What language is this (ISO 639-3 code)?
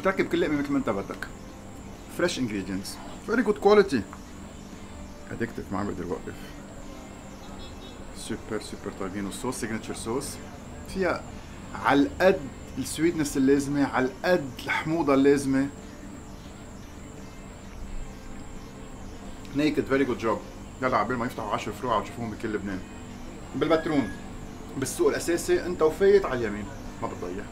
apc